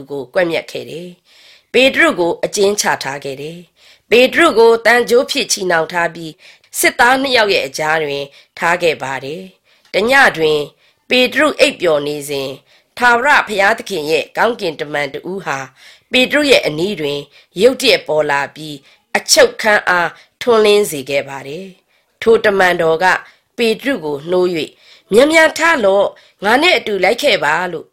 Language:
Burmese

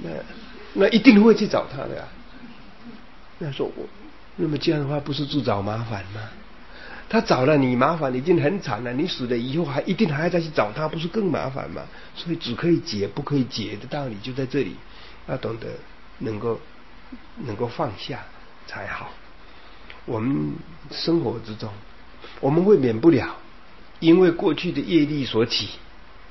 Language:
Chinese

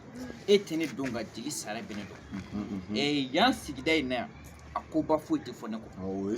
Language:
Bambara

